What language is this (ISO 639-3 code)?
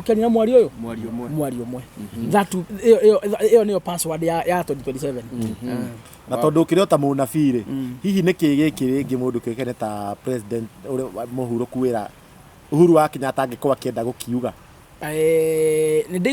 kik